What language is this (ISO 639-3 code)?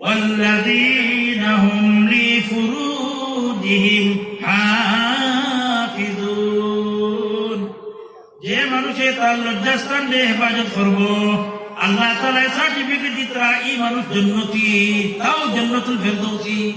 syl